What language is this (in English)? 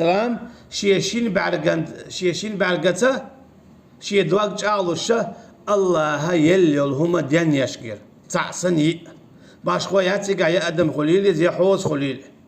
Chechen